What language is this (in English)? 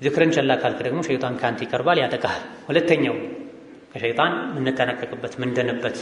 Amharic